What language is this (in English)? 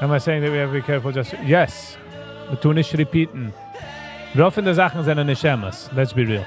Yiddish